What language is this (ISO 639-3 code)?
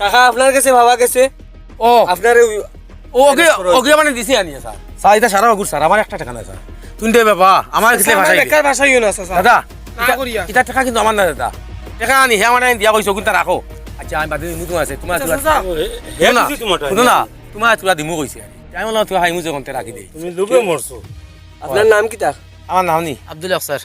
syl